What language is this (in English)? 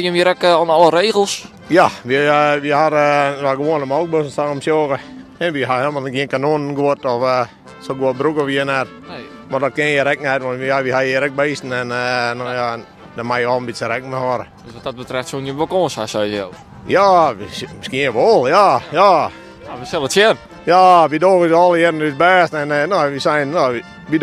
Western Frisian